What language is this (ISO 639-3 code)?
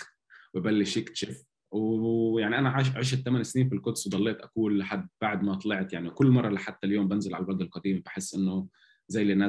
apc